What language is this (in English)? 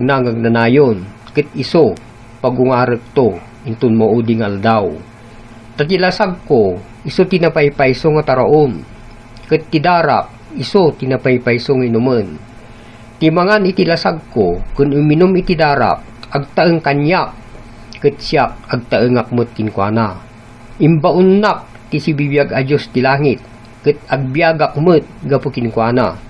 Iloko